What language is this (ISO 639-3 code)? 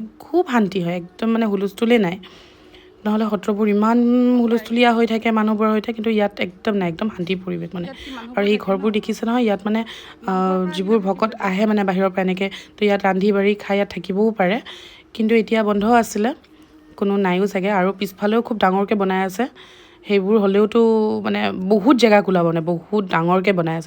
asm